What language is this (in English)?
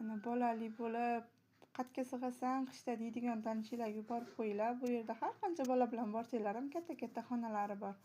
Uzbek